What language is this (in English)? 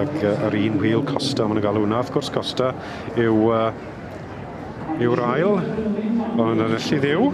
Welsh